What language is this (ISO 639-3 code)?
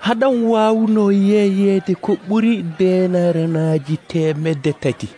fuv